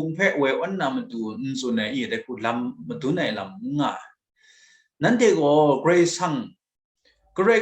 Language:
Kachin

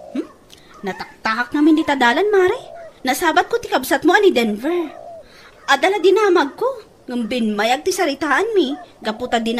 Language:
Iloko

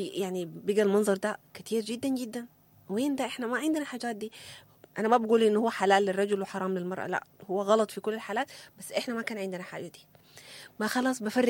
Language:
Sudanese Arabic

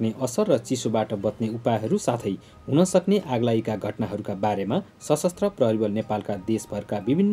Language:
Nepali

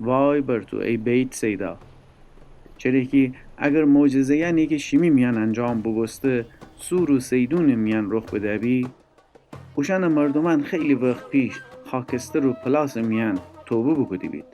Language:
Gilaki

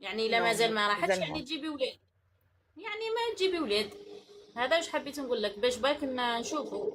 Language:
Algerian Arabic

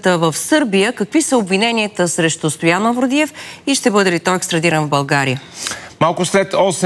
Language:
Bulgarian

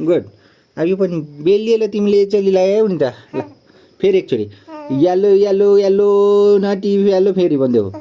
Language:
Nepali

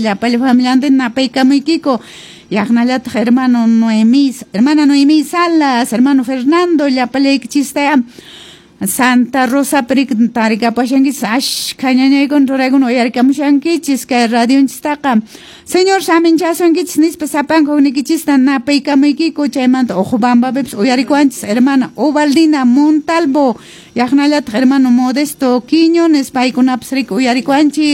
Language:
Quechua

